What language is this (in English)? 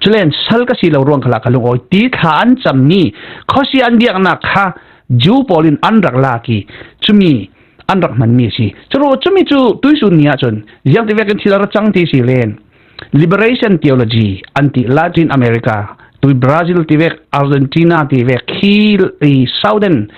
Falam Chin